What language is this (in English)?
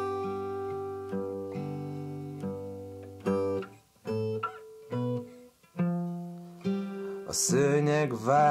Hungarian